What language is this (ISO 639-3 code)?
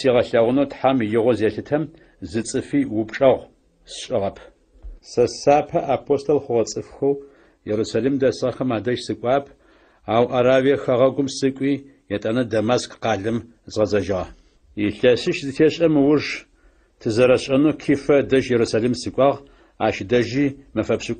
ady